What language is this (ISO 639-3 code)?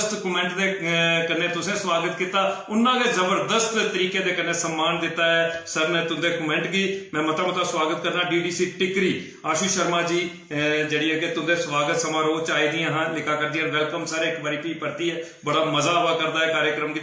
doi